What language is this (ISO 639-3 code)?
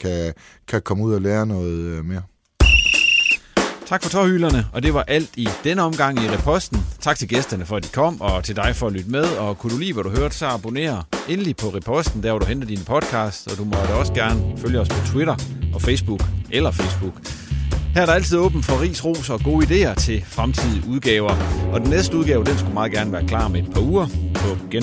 dan